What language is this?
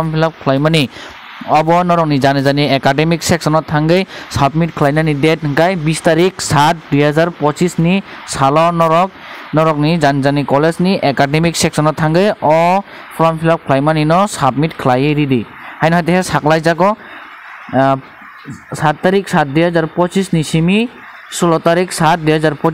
Kok Borok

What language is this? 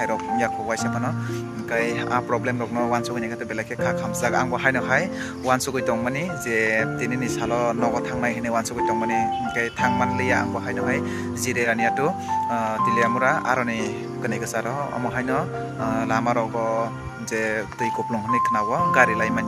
Kok Borok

